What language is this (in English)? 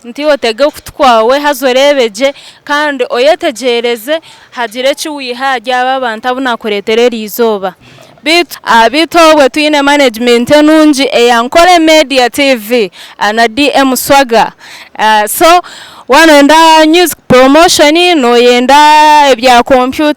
Nyankole